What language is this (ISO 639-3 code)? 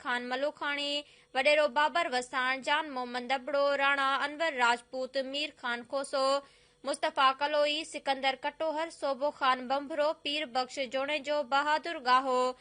snd